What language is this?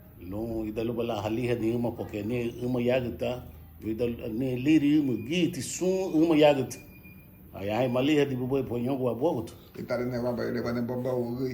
Garifuna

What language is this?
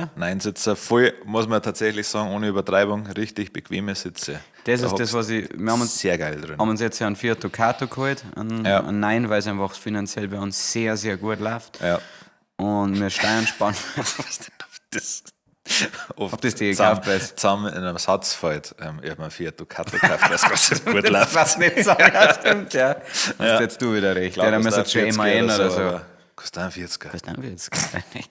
Bavarian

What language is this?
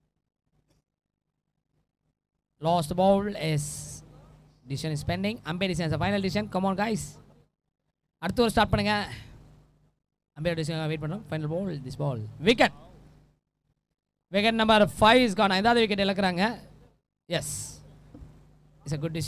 Tamil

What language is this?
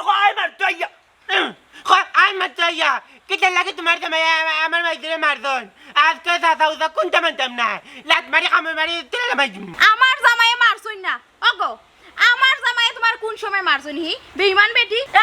Sylheti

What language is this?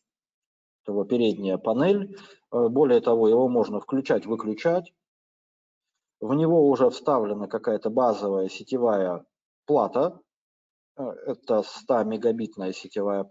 Russian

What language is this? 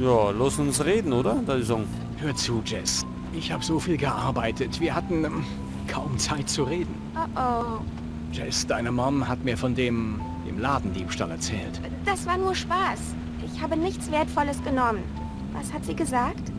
Bavarian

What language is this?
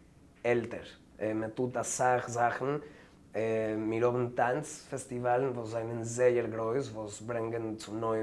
Yiddish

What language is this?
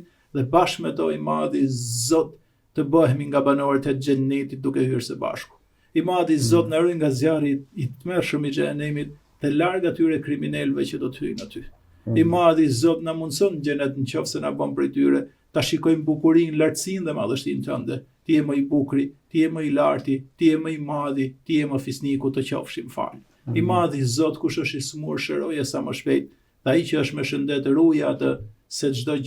Albanian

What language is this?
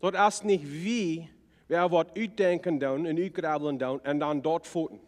Plautdietsch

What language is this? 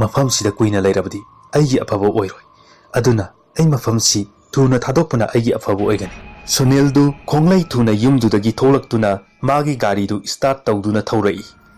Manipuri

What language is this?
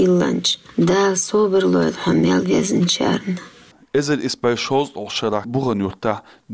Chechen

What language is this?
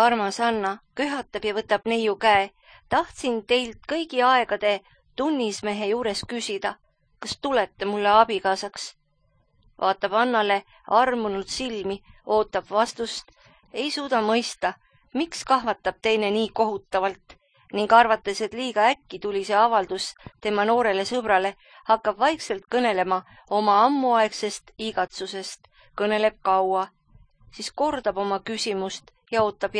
Estonian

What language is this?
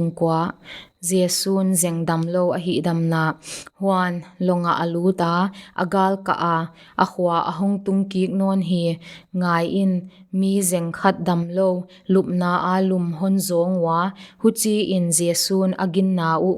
Paite Chin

